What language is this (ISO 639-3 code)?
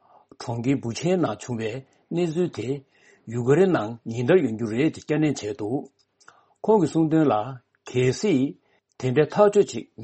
bod